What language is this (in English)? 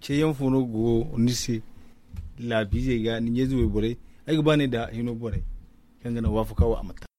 Zarma